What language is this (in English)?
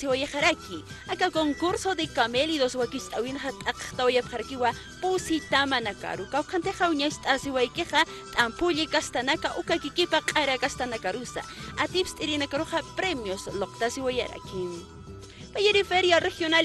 Aymara